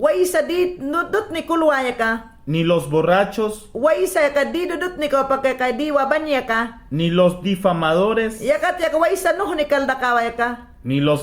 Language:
Mayangna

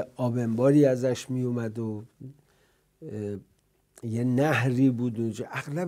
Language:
Persian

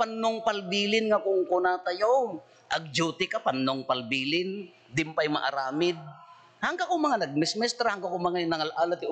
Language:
Iloko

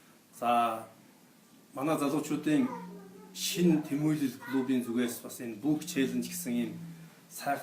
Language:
Mongolian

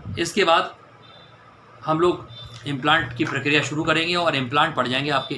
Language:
Hindi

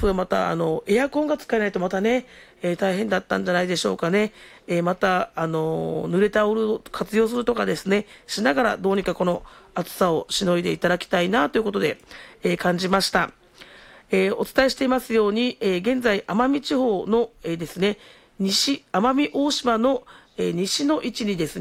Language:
Japanese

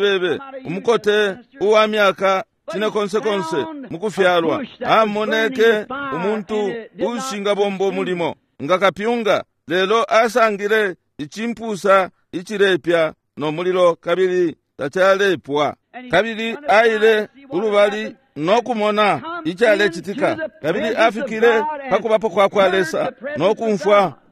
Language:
Bemba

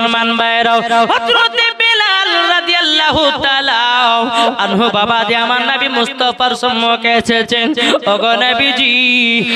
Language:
Bangla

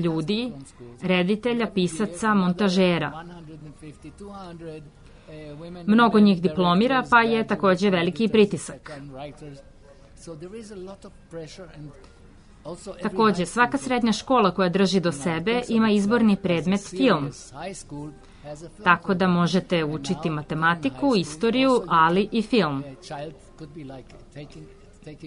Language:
Serbian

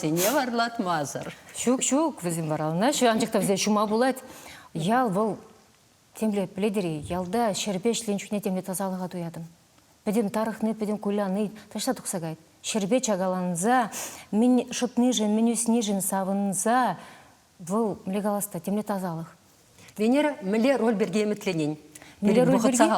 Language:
Chuvash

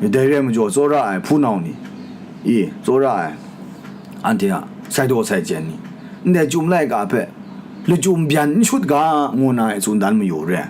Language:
Kachin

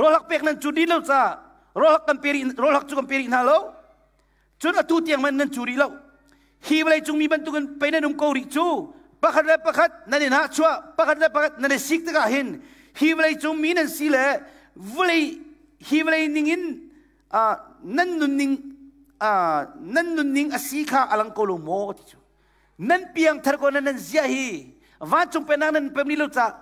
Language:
Hakha Chin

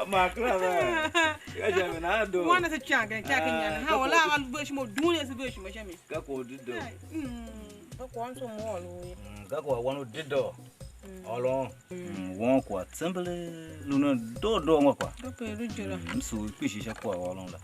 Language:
Tiv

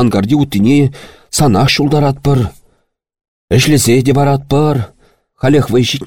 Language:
Chuvash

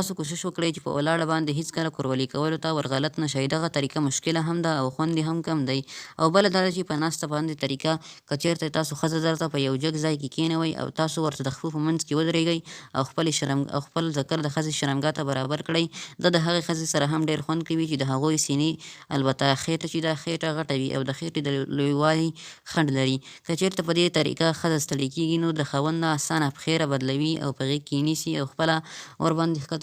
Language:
Pashto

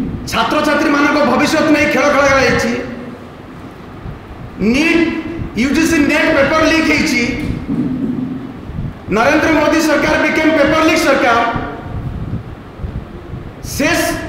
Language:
Odia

